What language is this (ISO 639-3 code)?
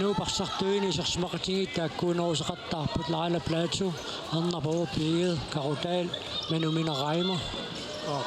kal